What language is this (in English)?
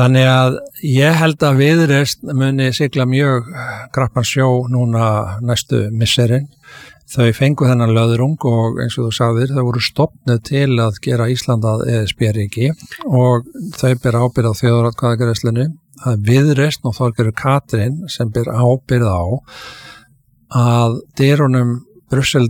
Icelandic